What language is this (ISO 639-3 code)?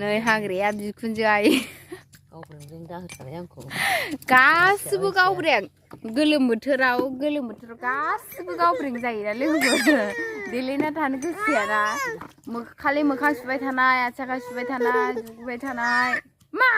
brx